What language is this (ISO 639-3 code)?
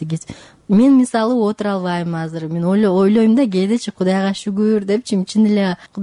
kir